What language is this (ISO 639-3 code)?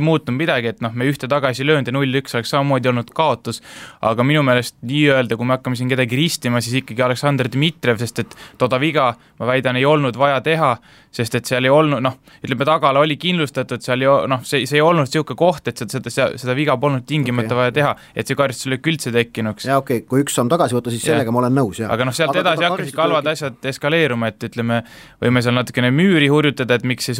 est